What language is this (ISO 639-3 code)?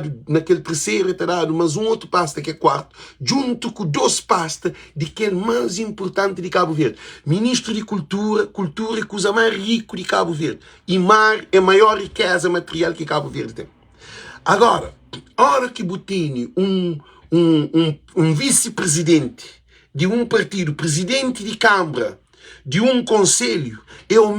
kea